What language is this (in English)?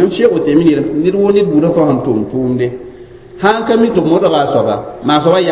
Mossi